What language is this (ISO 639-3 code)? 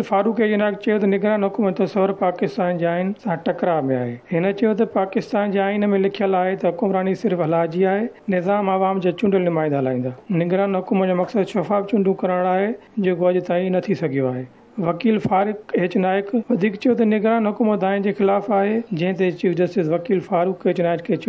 snd